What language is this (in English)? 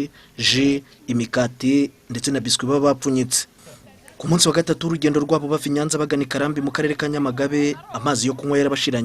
Kinyarwanda